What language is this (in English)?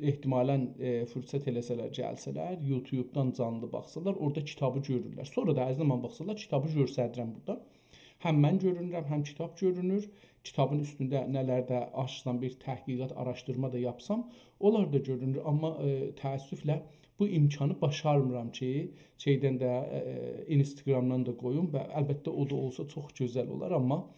South Azerbaijani